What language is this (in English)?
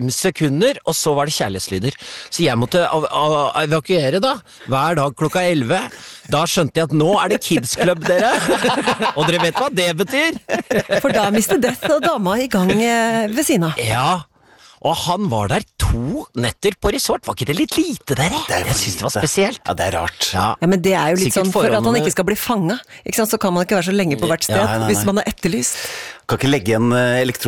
Norwegian